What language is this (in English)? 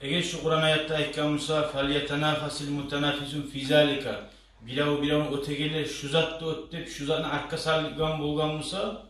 Kumyk